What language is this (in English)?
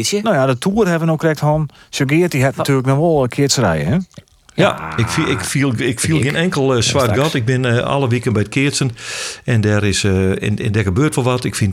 Western Frisian